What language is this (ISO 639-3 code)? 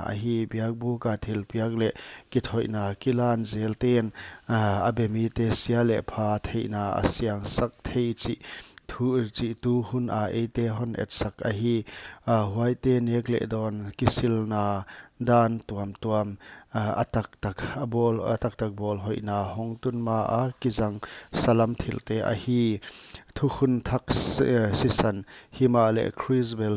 pck